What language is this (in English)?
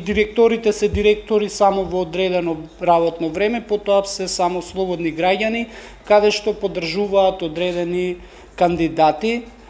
Macedonian